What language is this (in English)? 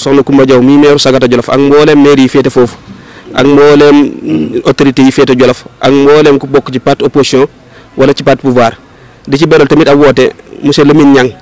Wolof